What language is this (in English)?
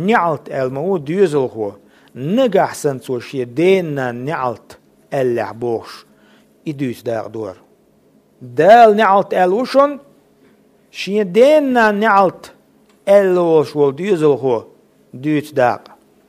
Chechen